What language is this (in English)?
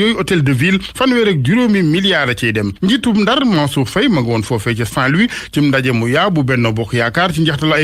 Wolof